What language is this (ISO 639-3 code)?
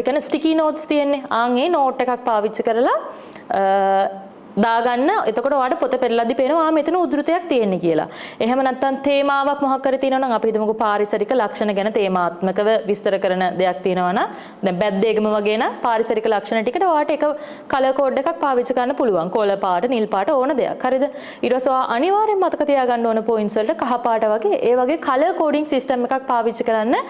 sin